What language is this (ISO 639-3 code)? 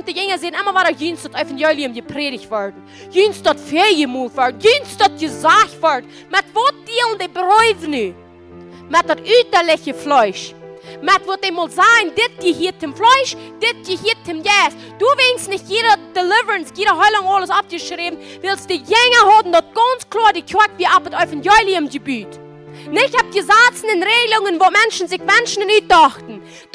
pdt